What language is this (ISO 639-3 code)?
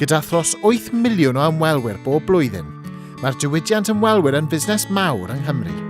cym